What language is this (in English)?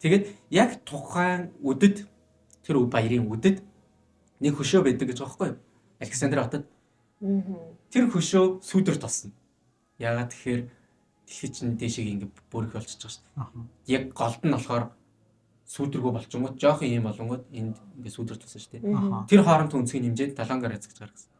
Mongolian